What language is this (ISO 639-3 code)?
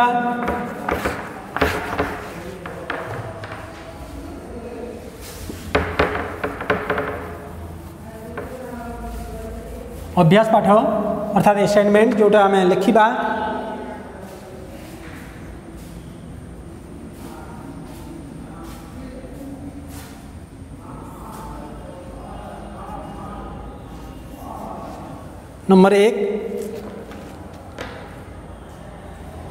ori